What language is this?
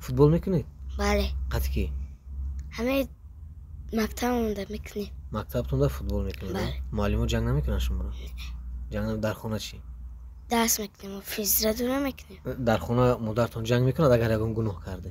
Tajik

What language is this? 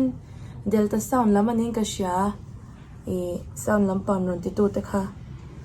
Mizo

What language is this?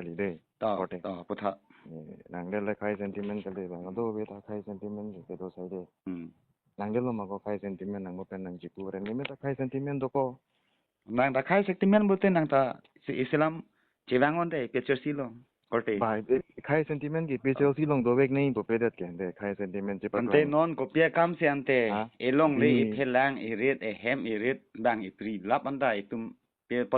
Karbi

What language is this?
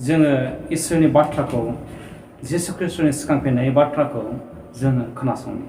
Bodo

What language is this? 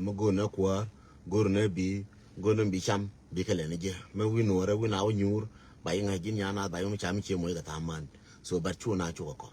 Nuer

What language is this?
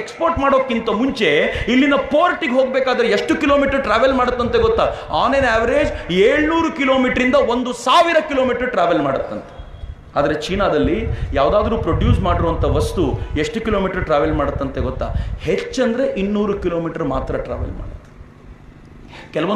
Kannada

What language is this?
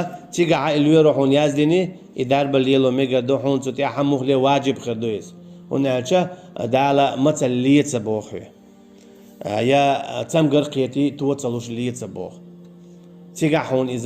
Chechen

